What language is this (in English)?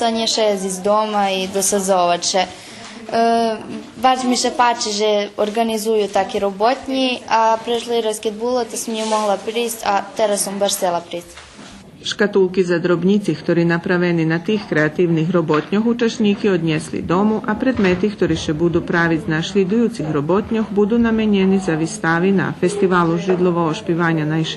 Rusyn